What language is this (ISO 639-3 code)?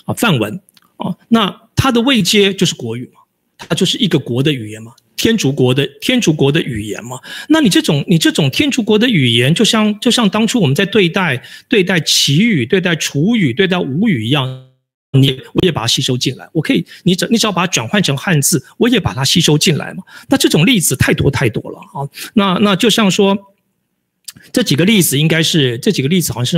zho